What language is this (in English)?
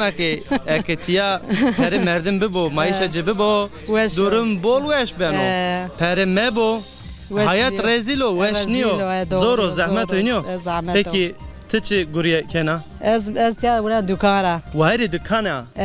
Zaza